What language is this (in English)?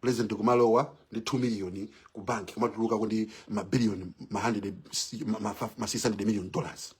Nyanja